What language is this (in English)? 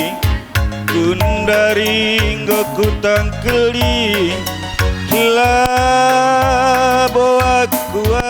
Batak Karo